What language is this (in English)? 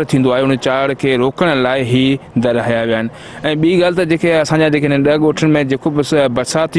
Sindhi